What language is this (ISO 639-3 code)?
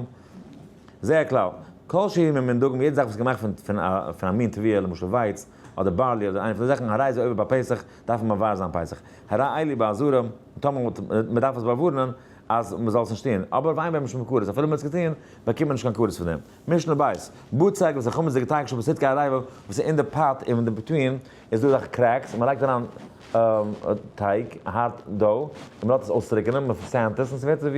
yid